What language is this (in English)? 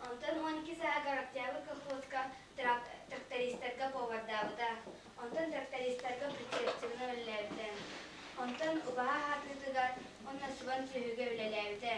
Yakut